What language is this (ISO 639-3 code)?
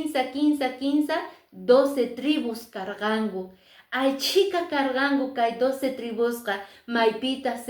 que